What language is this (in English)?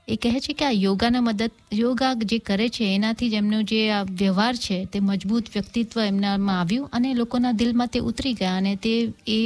Gujarati